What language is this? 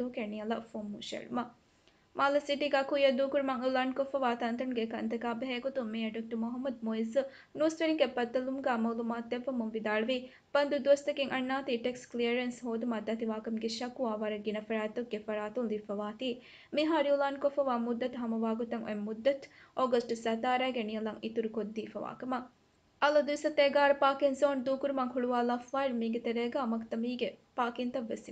Divehi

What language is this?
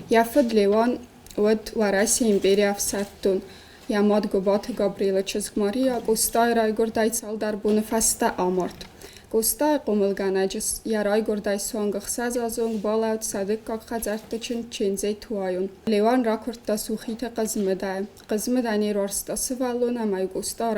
Ossetic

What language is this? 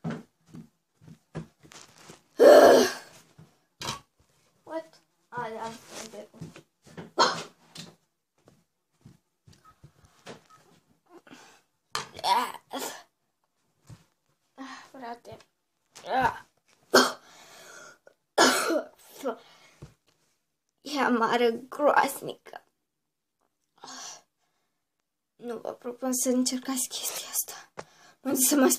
Romanian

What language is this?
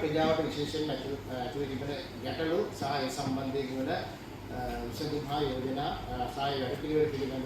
Sinhala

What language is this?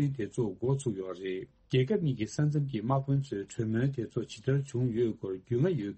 Tibetan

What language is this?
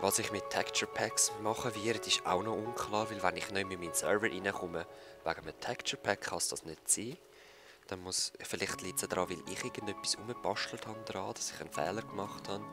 Swiss German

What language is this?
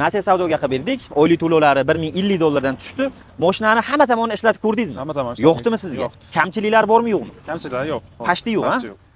Uzbek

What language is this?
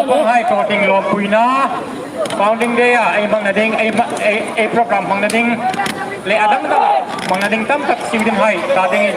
Hmar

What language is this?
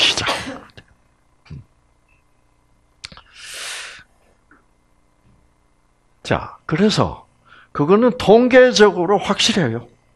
Korean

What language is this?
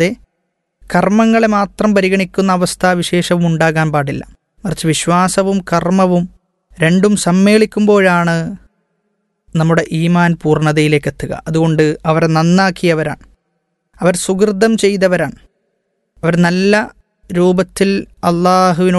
Malayalam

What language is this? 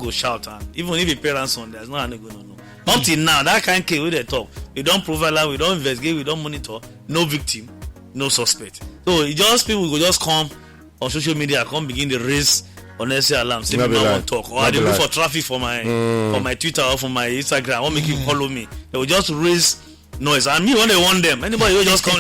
Nigerian Pidgin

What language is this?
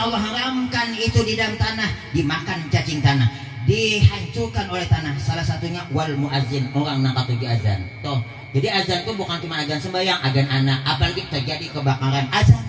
Banjar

